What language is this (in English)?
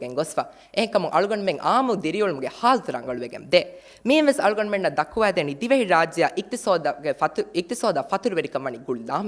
Divehi